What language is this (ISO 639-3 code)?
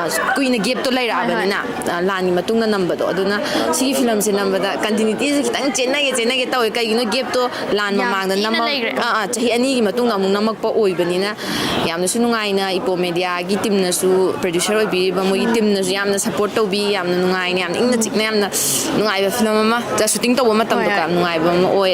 mni